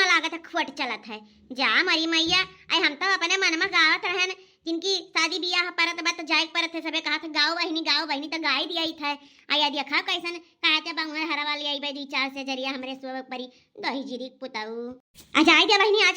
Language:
Awadhi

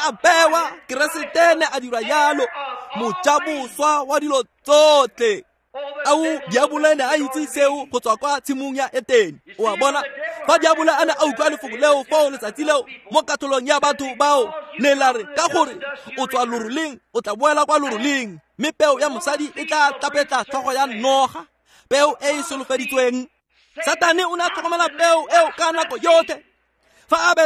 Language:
Tswana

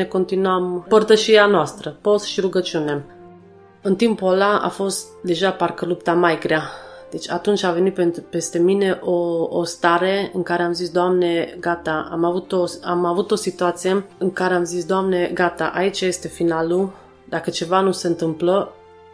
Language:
Romanian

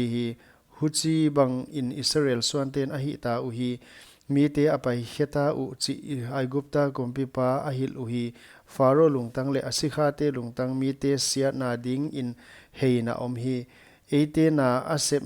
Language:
Paite Chin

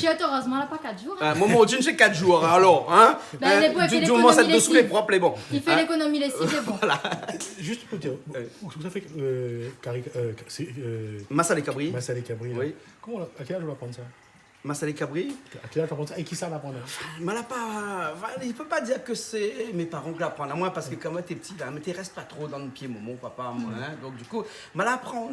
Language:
Réunion Creole French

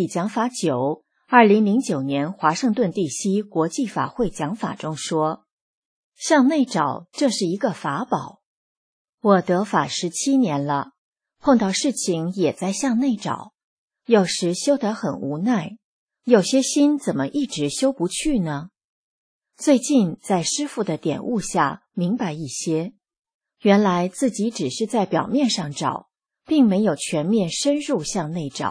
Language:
Chinese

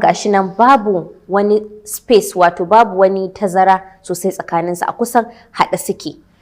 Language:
Hausa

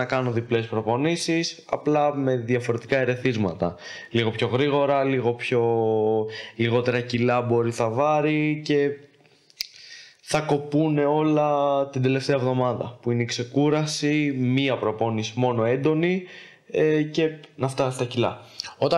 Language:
Greek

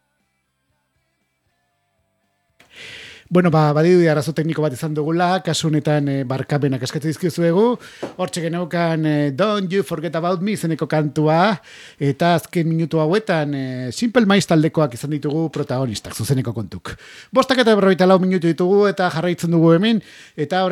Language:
Basque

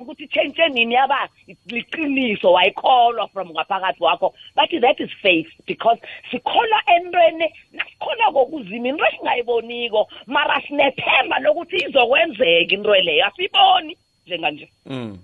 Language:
South Ndebele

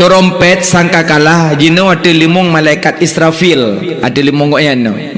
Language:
Achinese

